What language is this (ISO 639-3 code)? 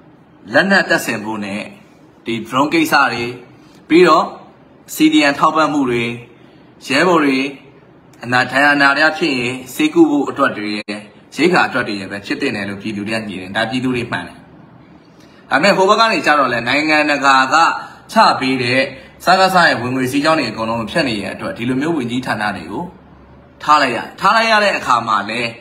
mya